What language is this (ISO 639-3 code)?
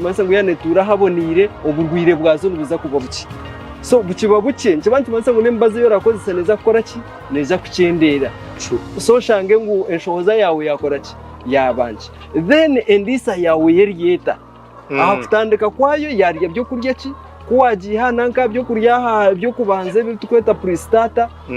nyn